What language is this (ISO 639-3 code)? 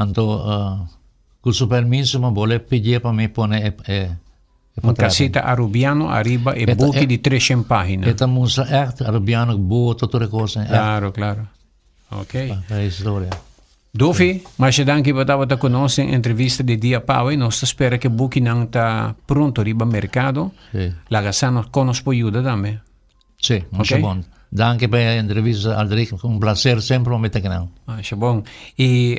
pap